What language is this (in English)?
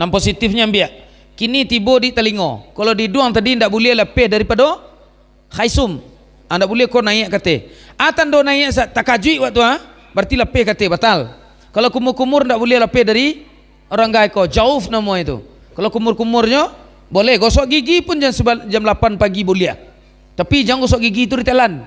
Minangkabau